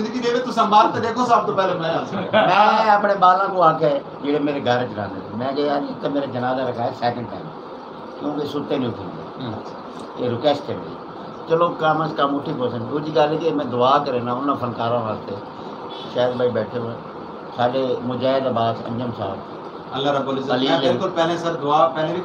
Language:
Saraiki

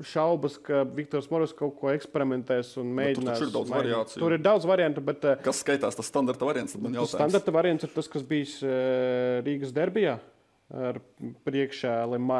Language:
Latvian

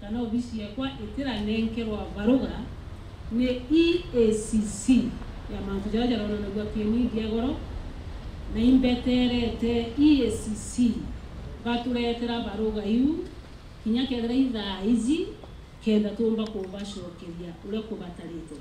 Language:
Meru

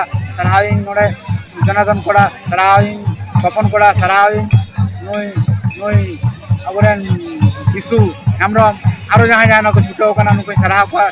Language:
Santali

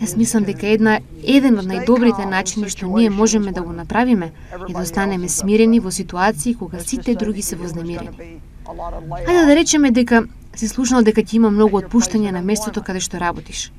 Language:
Macedonian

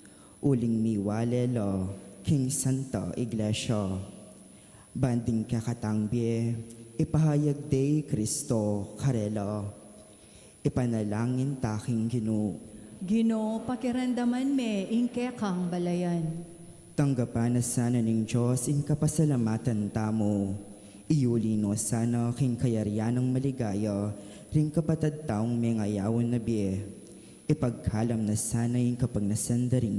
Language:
Pampanga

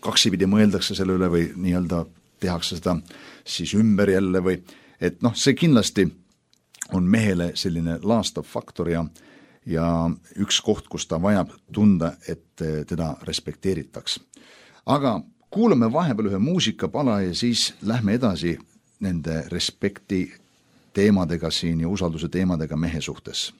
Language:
Estonian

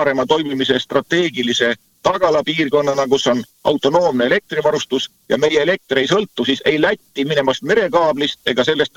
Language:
Estonian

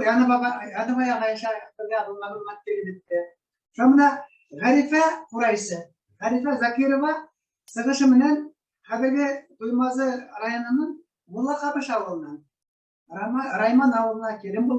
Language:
Bashkir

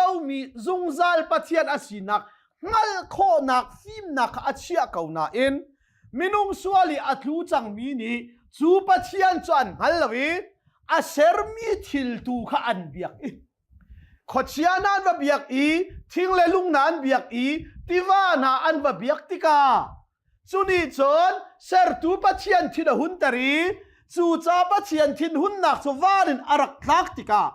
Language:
Hakha Chin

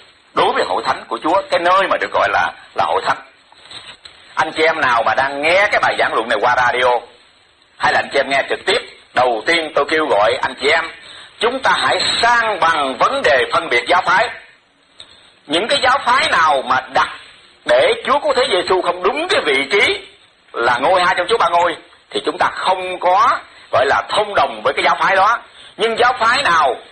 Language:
Vietnamese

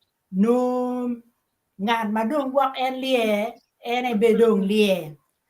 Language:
Acoli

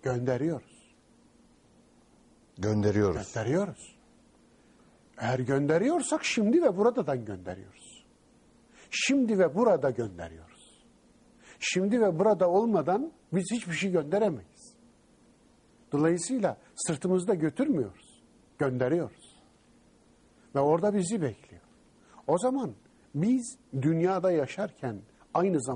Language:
Turkish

